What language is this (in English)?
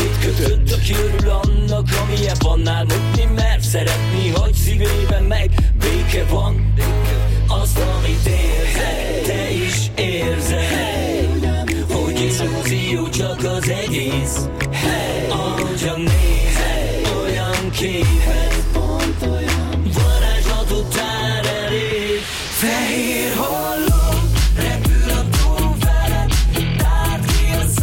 Hungarian